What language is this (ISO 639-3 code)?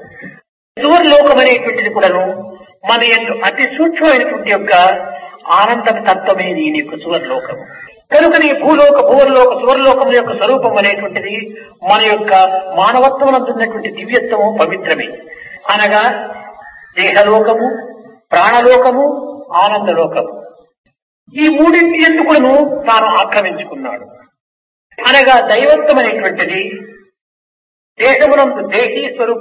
tel